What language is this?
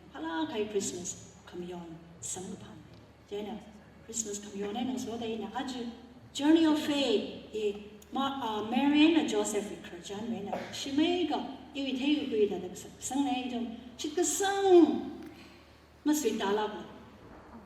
Tangkhul Naga (India)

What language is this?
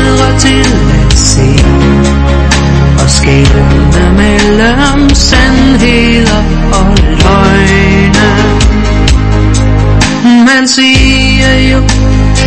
Danish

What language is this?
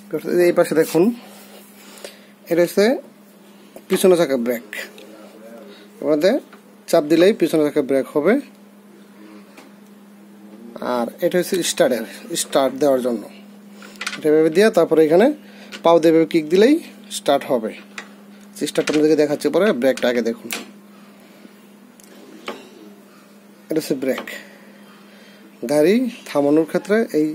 Bangla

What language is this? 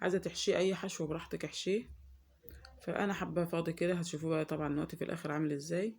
Egyptian Arabic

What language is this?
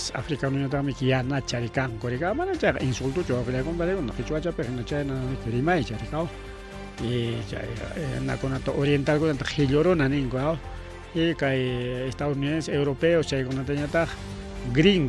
Ayacucho Quechua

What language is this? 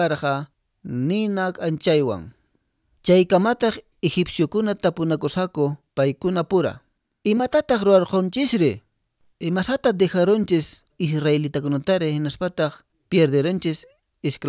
Quechua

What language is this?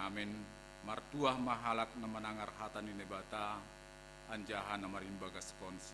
Batak Simalungun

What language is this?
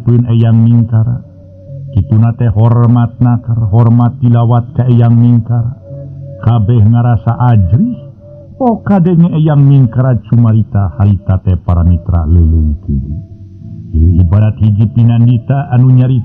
Sundanese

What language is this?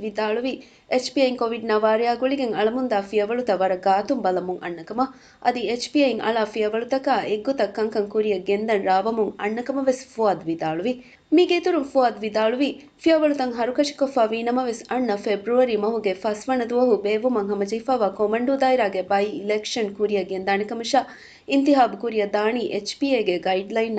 Divehi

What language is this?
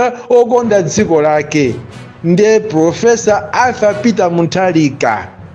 Nyanja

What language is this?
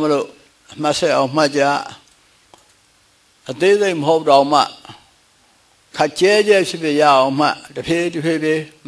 Burmese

